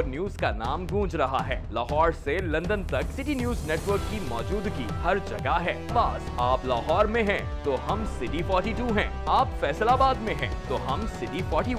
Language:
Urdu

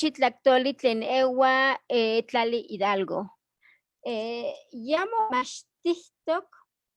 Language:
Eastern Huasteca Nahuatl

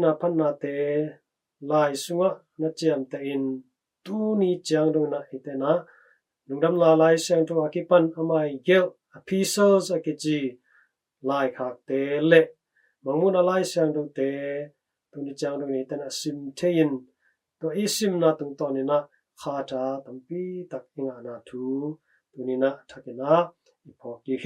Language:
Tedim Chin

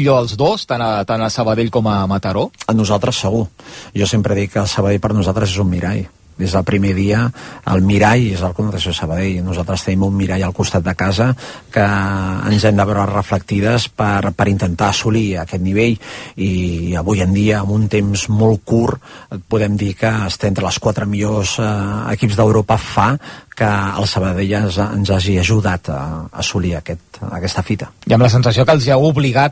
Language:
Catalan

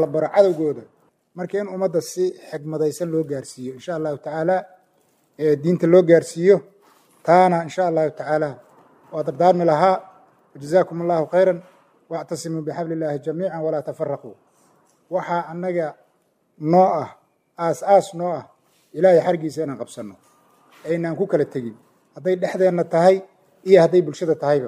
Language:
Somali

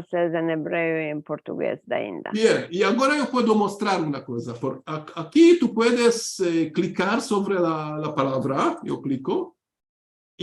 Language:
Ladino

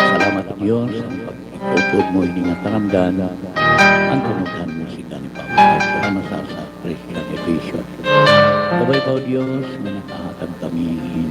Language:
Waray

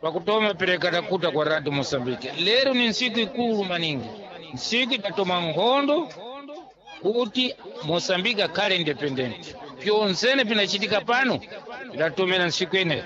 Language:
Sena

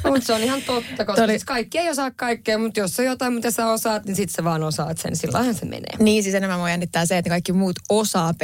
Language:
Finnish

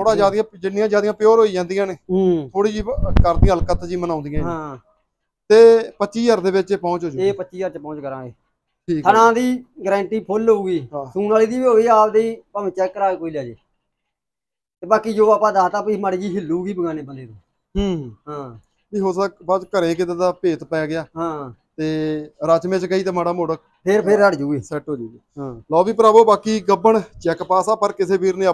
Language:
Punjabi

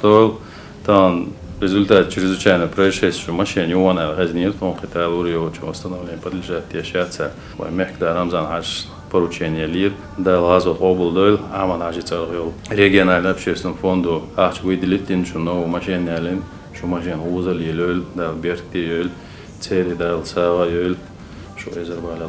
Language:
Chechen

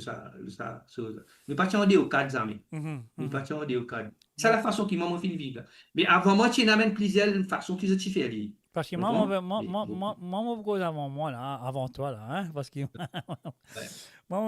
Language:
Morisyen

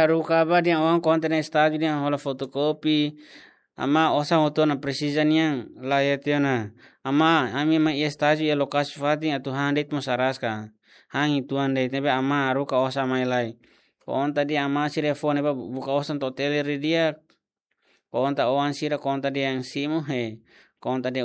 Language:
Tetum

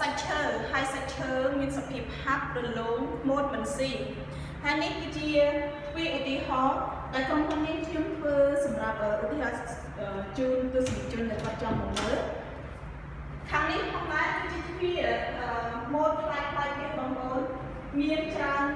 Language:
Khmer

